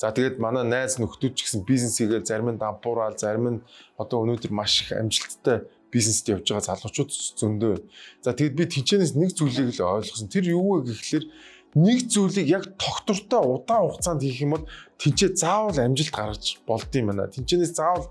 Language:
Mongolian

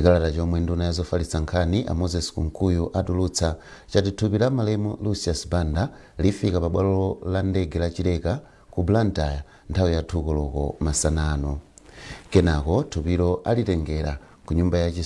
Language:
Nyanja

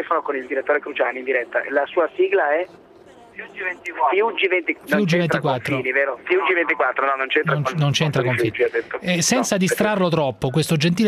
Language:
Italian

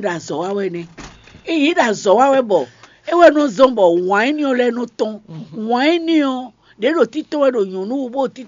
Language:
Fon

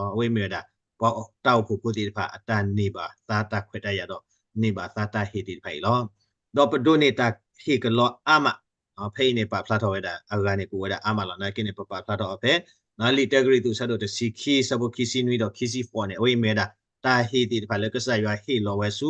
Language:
S'gaw Karen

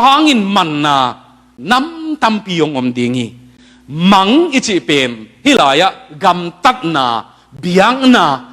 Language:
Tedim Chin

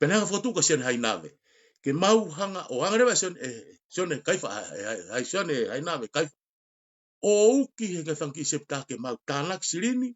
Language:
Tongan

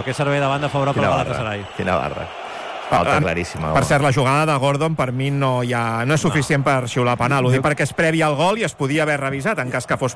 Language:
Catalan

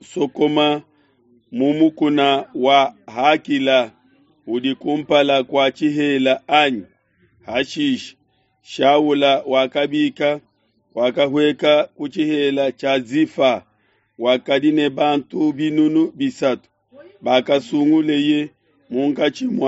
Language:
Luba-Lulua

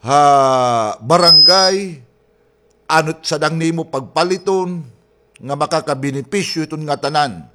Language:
Waray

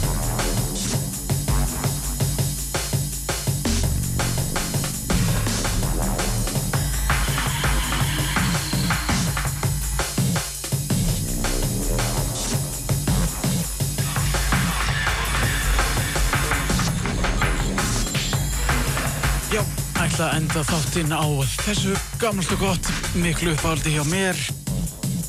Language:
Icelandic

